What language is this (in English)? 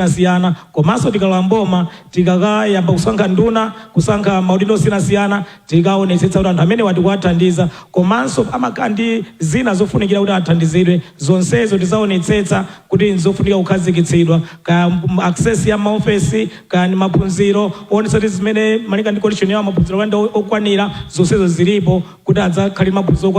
Nyanja